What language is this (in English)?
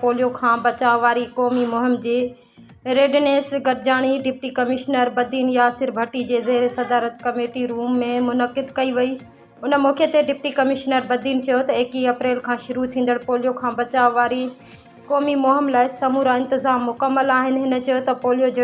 Sindhi